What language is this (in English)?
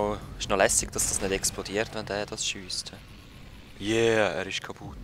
Swiss German